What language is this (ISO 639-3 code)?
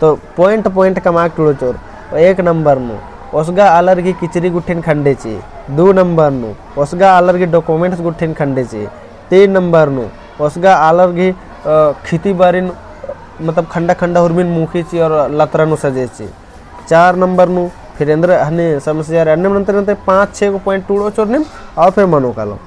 kru